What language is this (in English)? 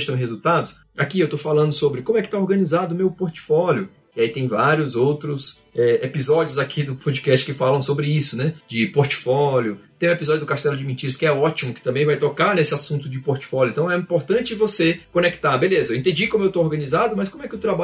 Portuguese